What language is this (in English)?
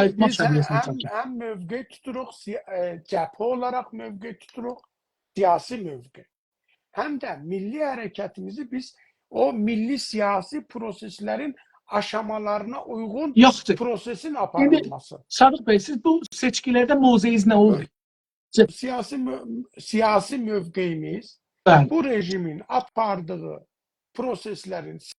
South Azerbaijani